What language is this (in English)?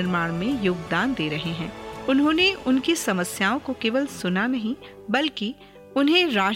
Hindi